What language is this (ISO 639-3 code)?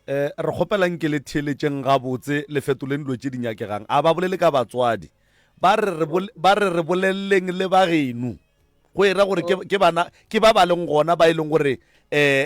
nso